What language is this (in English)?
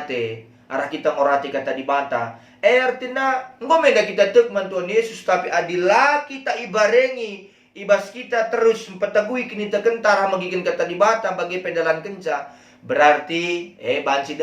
Batak Karo